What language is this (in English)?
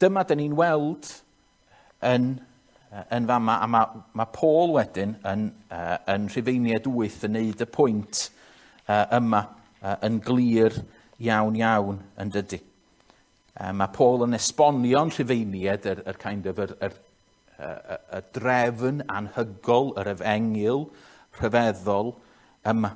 Welsh